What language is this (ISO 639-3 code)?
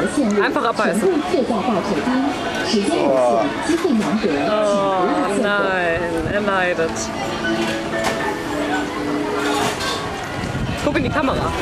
deu